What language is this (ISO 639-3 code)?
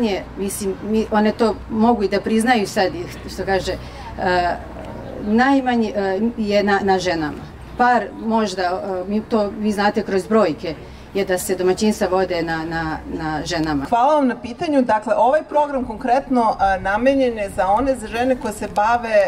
srp